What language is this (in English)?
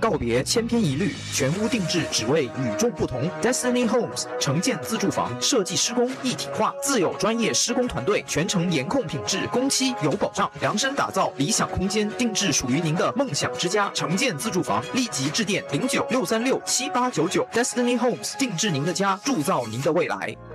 Chinese